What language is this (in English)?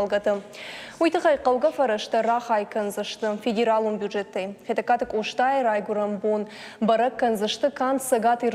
Ossetic